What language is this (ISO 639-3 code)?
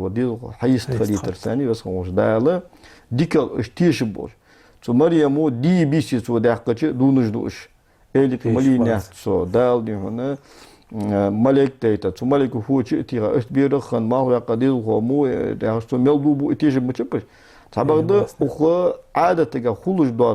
inh